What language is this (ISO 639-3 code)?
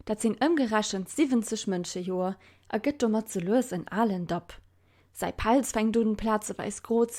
ltz